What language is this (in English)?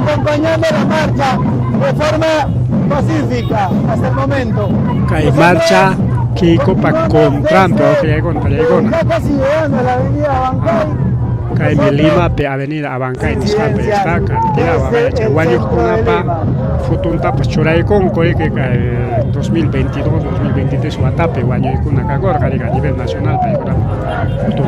Ayacucho Quechua